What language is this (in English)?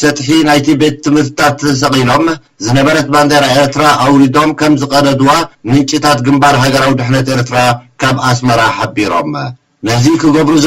Tigrinya